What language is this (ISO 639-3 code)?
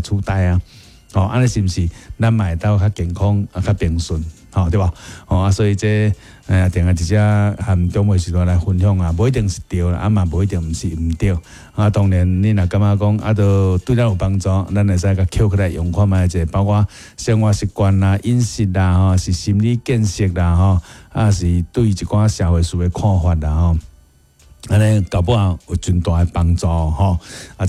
nan